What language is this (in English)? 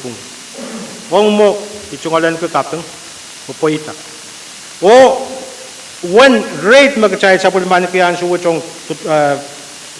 Pohnpeian